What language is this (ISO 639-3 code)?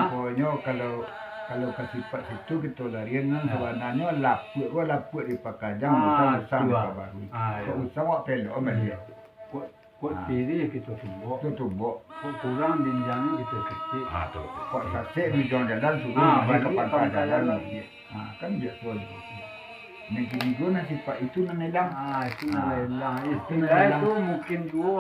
min